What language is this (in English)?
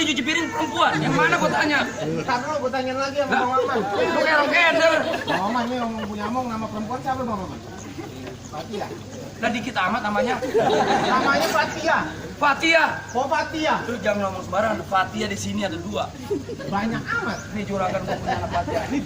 Betawi